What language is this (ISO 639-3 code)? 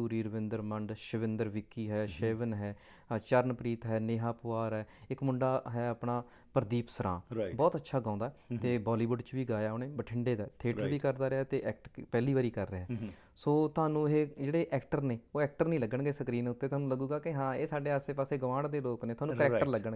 pan